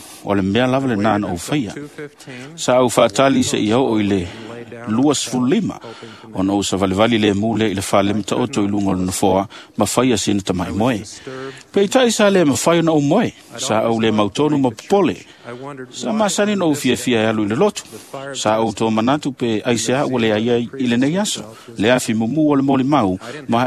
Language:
Samoan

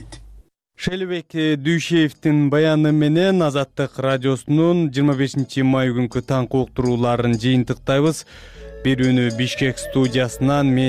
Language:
Kyrgyz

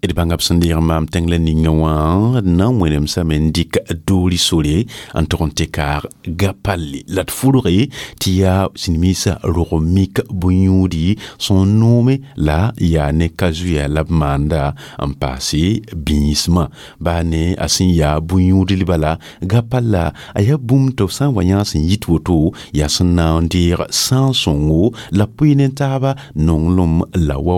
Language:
Mossi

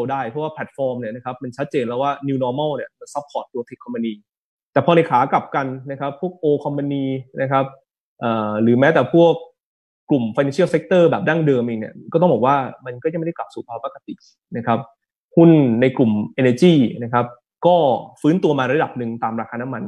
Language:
Thai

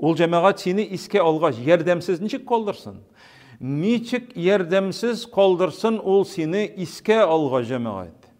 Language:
Tatar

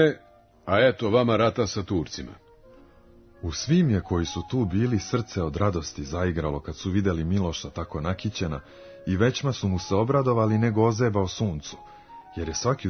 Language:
Serbian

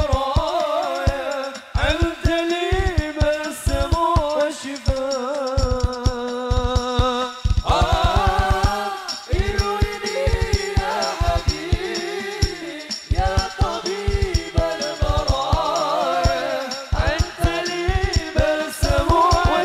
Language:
Arabic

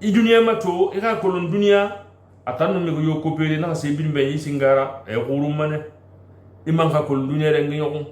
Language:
Susu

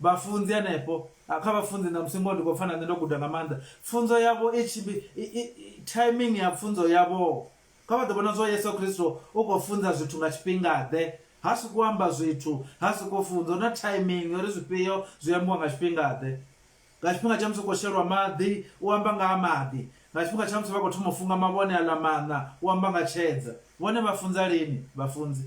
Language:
Venda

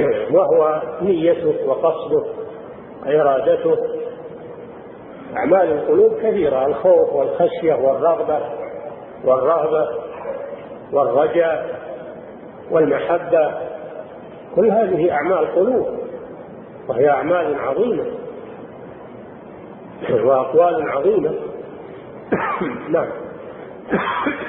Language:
Arabic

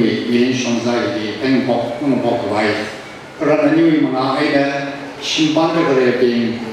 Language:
Tangkhul Naga (India)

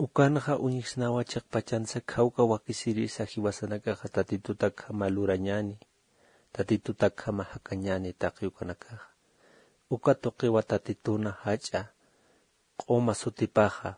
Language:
Aymara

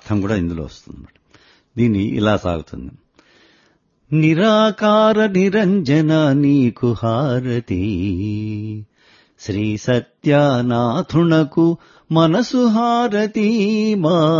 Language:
Telugu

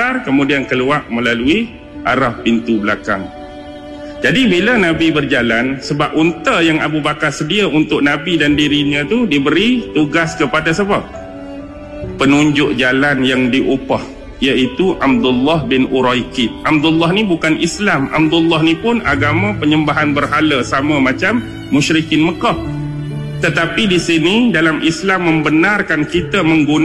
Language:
Malay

